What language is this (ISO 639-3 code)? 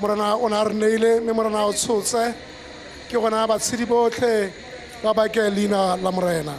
tsn